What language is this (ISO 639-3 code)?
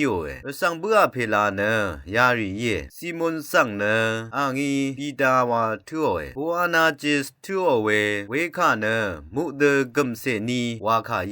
raw